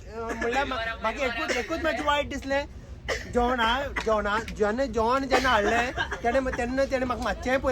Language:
Konkani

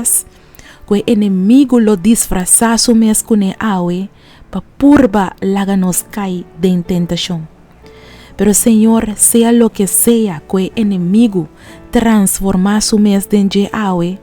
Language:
Papiamento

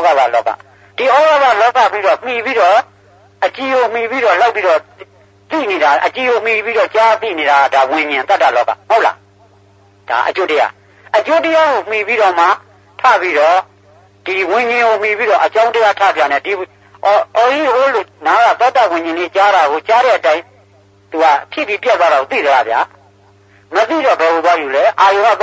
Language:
Burmese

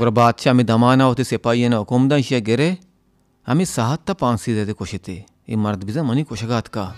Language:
Baluchi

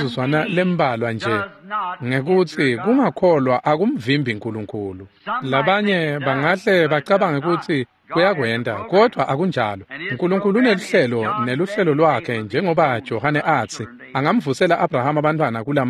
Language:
Swati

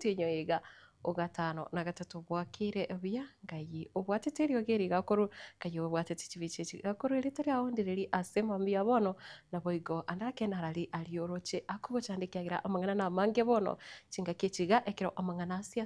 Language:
Gusii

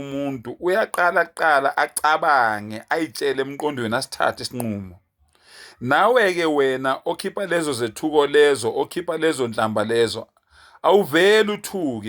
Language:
Zulu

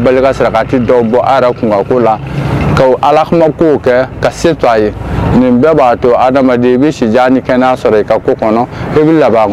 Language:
Bambara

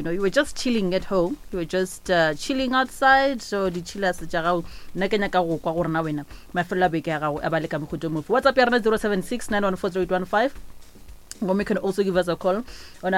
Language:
Northern Sotho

